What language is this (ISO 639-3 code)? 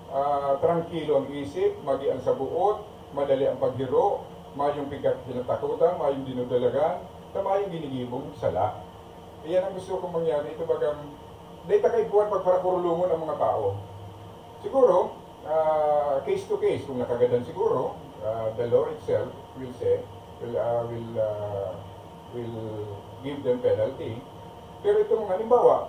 bik